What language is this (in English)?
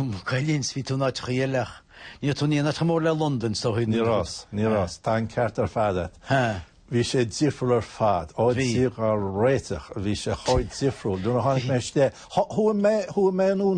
Irish